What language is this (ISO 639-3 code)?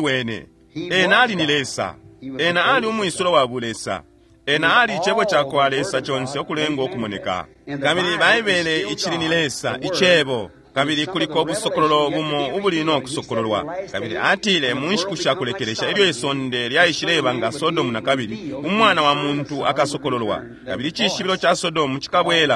bem